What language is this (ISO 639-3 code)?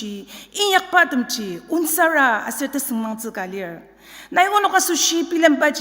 njo